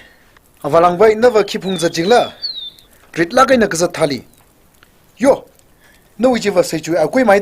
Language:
Tangkhul Naga (India)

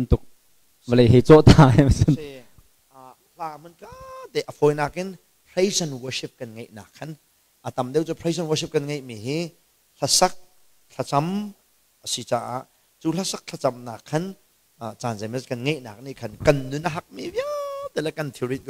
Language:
Hakha Chin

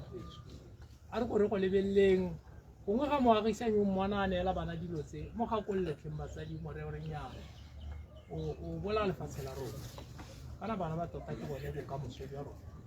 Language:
Tswana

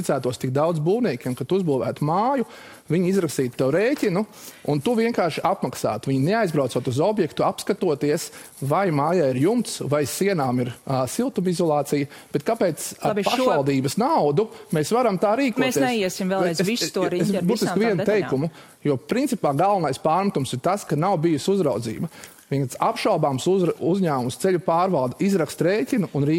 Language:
Latvian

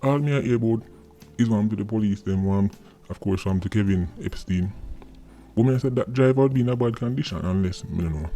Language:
Jamaican Creole English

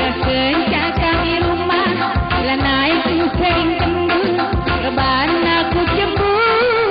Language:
Batak Karo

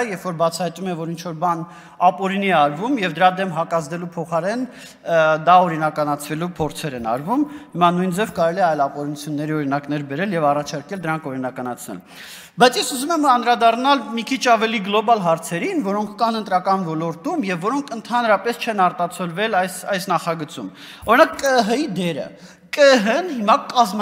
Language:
Armenian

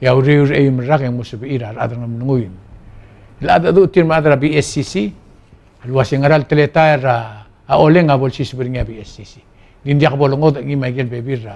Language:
Palauan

